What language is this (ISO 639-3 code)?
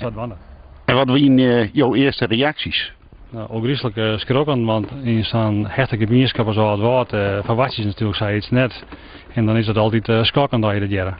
fry